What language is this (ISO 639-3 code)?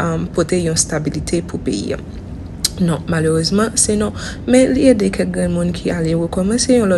hat